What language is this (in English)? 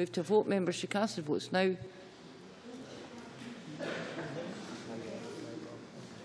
English